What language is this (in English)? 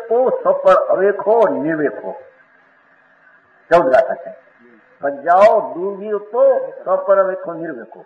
Gujarati